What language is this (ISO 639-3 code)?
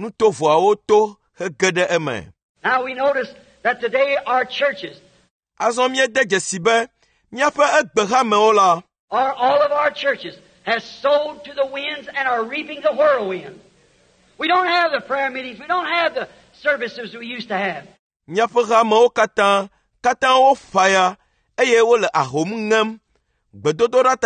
ewe